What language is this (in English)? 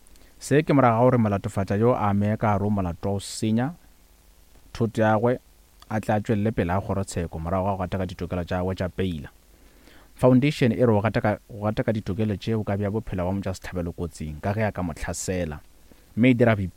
Northern Sotho